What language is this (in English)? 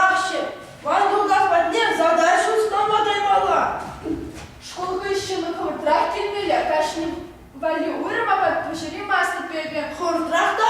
Chuvash